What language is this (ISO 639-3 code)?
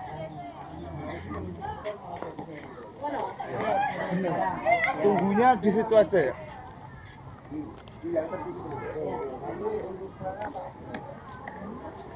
ind